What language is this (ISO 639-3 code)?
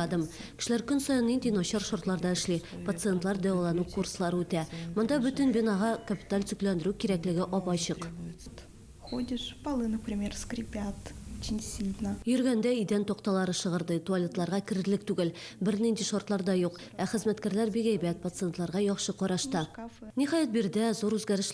tat